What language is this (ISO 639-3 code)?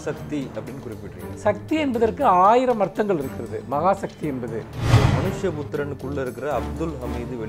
tam